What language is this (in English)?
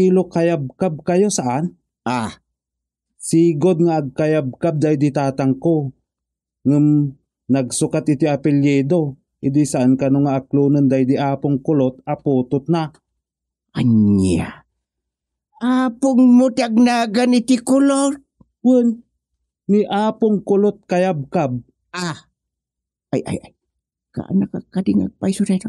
Iloko